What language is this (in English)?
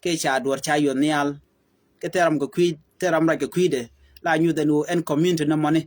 Nuer